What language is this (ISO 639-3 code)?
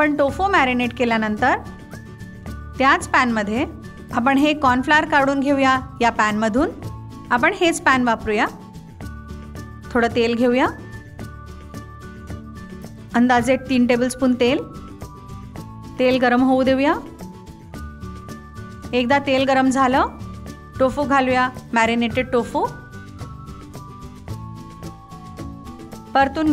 mar